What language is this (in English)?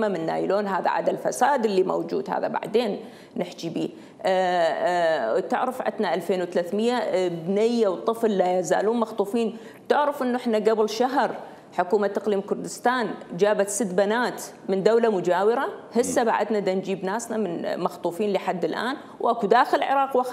Mesopotamian Arabic